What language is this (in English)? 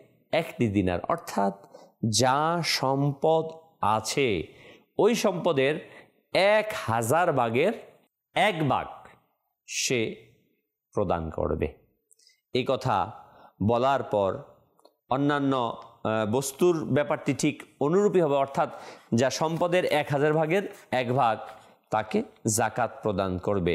Bangla